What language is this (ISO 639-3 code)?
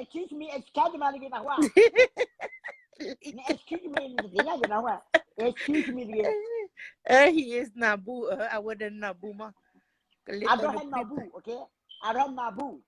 ksw